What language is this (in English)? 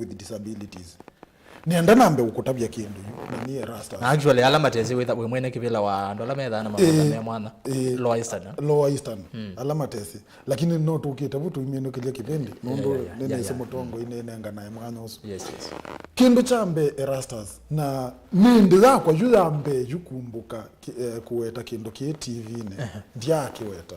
Kamba